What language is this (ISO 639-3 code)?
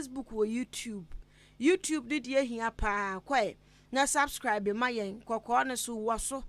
aka